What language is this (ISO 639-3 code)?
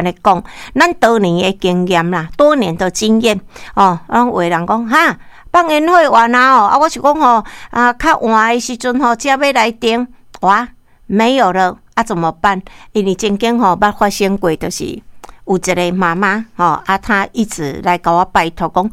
nan